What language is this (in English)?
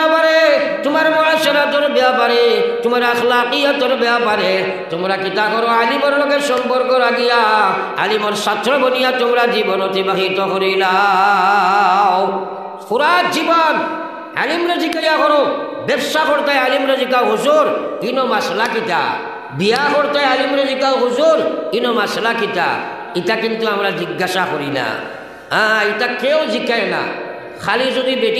Sylheti